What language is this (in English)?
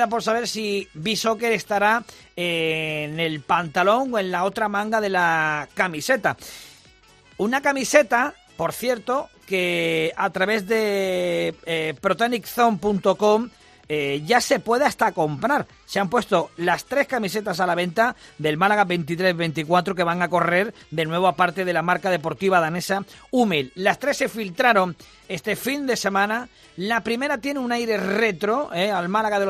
Spanish